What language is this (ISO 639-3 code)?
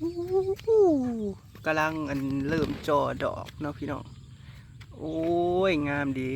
tts